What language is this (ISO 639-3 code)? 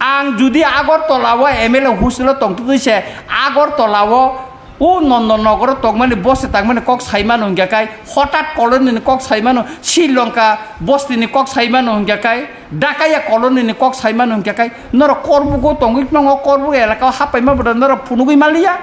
trp